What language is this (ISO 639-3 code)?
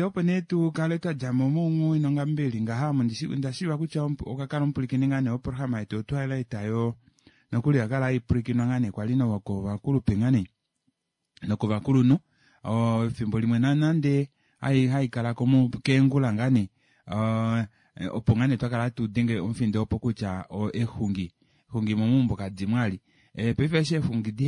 kua